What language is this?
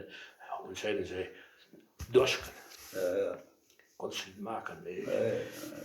Westphalien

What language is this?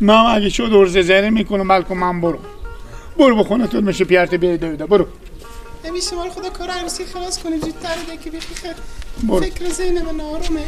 Persian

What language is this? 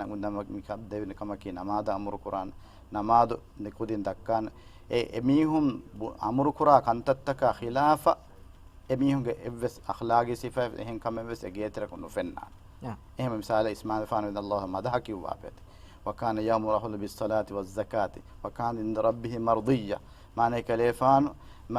Divehi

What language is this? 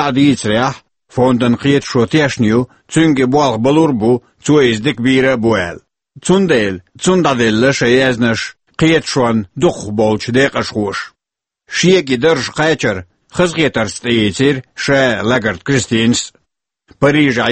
Chechen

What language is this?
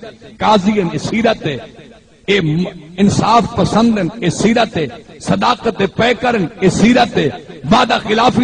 Saraiki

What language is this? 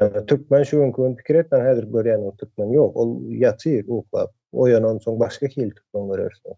Turkmen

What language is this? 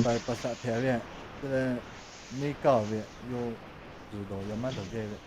Lahu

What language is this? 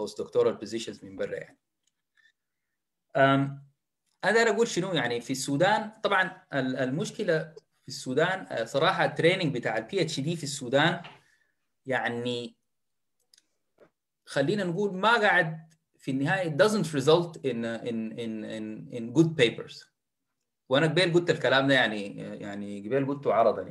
Sudanese Arabic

